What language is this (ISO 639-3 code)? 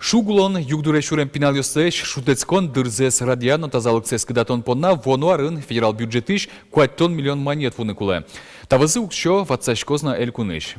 udm